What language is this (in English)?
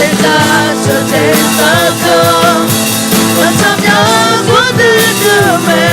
Akha